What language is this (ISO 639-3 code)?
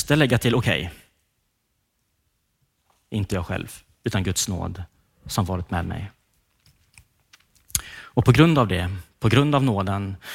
swe